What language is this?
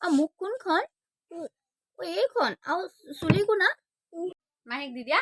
Assamese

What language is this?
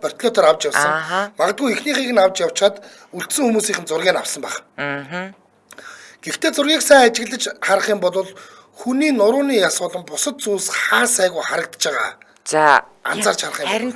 Mongolian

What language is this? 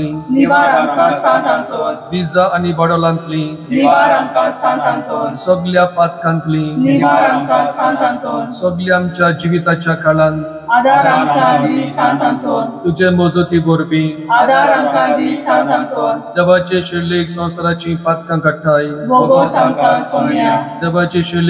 Konkani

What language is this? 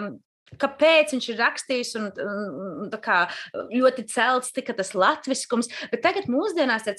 Latvian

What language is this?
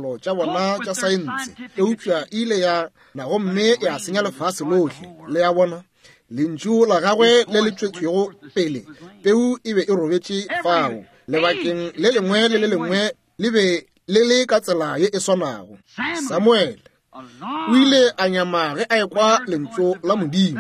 Northern Sotho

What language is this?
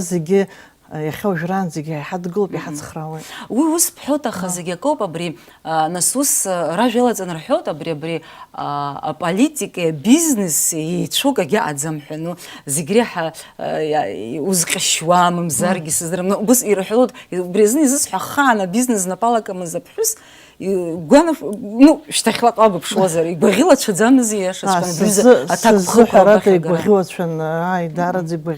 Abkhazian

